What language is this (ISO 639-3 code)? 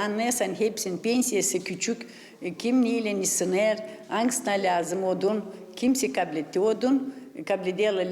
gag